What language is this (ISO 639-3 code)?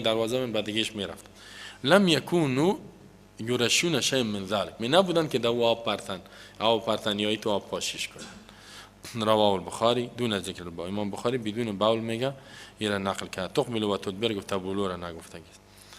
fas